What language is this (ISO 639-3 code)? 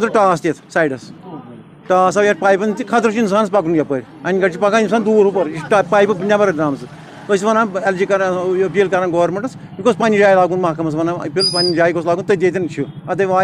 kas